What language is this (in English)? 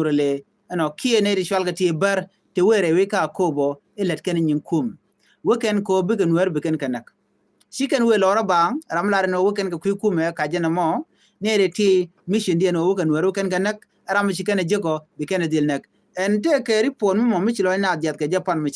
Nuer